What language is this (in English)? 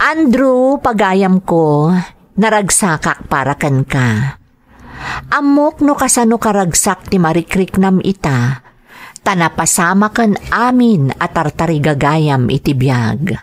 Iloko